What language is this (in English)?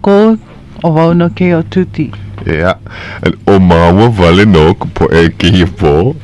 Hawaiian